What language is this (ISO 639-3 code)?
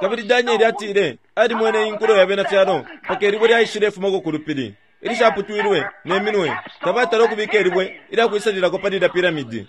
bem